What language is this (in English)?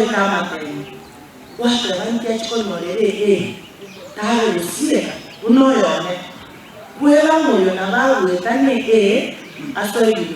Gusii